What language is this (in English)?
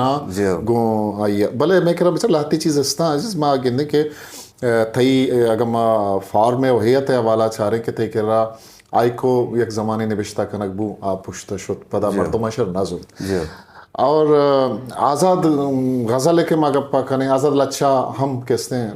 Eastern Balochi